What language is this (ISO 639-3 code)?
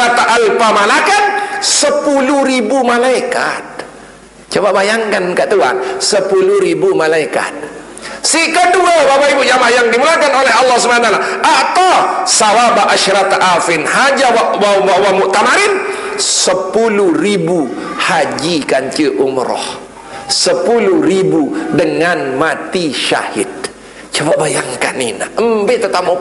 sas